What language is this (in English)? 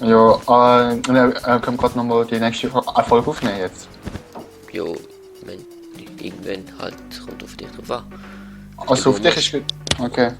Swiss German